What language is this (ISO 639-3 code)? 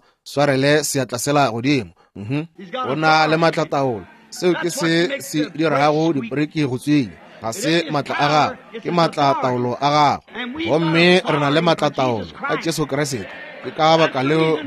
nso